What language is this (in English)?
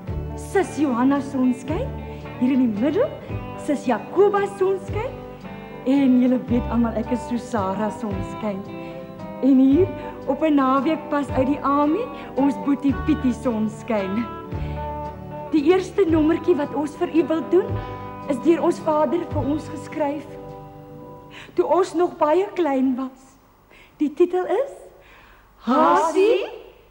Afrikaans